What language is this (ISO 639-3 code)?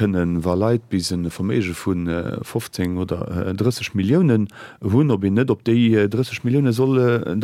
ltz